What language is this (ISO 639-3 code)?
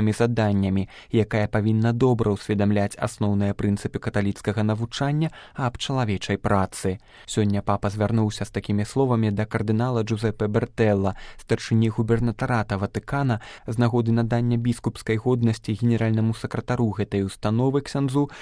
bel